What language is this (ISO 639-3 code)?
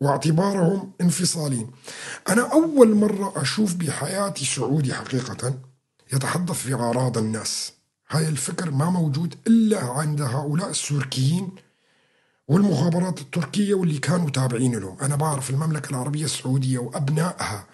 apc